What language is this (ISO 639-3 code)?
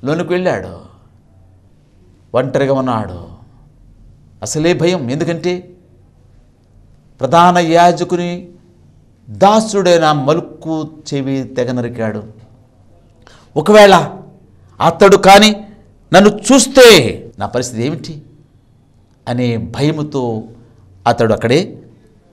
tel